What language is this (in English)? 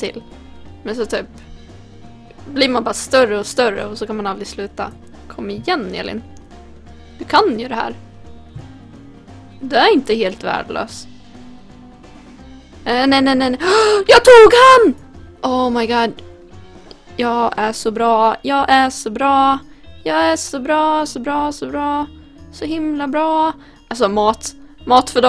Swedish